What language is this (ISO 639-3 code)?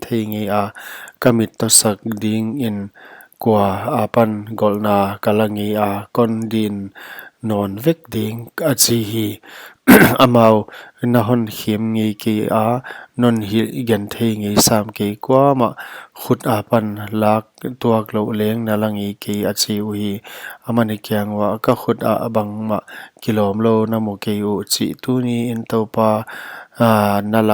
pck